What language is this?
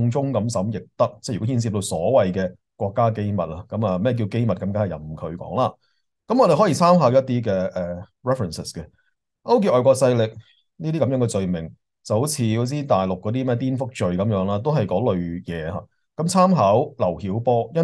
Cantonese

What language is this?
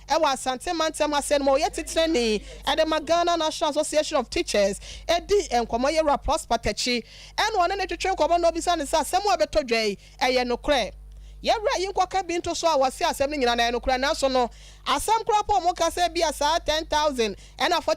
Akan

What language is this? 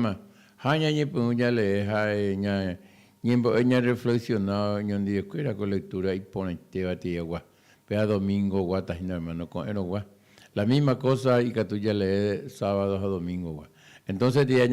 Guarani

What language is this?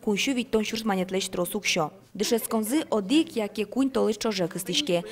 Udmurt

